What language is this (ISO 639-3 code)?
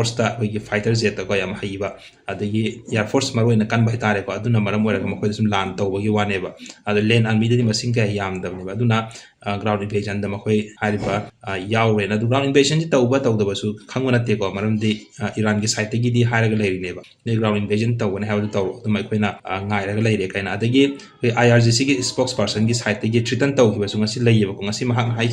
mni